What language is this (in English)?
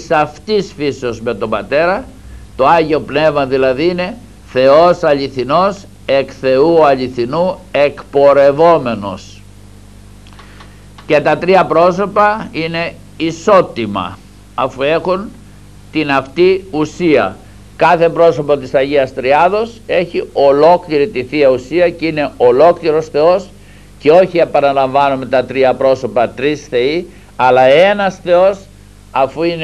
Greek